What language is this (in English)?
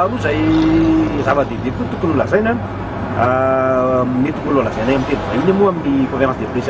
Malagasy